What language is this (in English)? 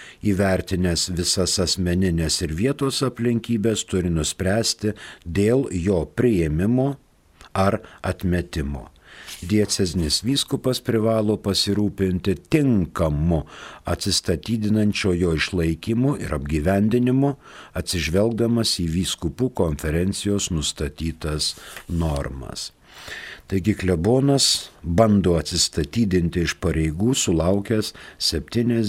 Lithuanian